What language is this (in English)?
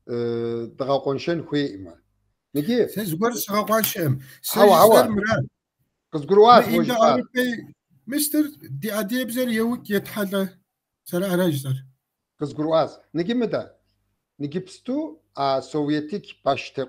Kabardian